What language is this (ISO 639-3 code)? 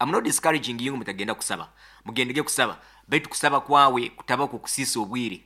nyo